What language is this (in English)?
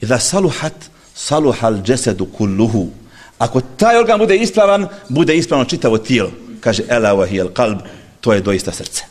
Bosnian